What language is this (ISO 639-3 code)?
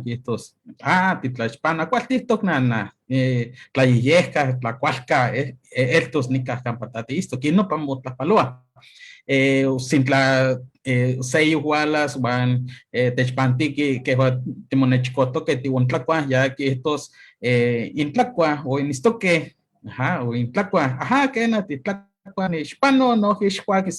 nhe